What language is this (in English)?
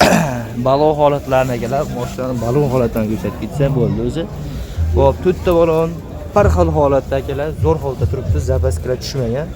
Uzbek